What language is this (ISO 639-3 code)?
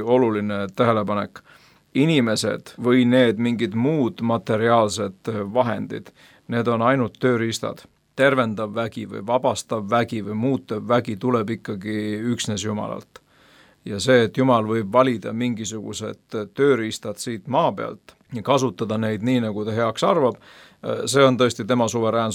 est